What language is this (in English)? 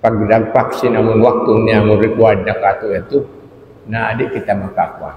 Tausug